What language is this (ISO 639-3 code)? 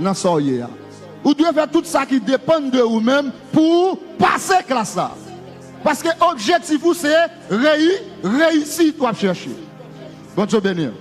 hat